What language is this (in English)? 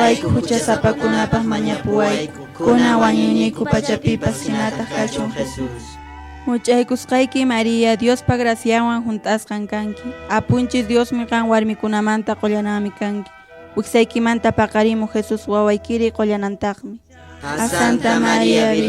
Quechua